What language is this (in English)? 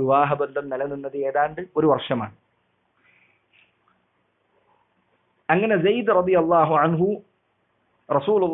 Malayalam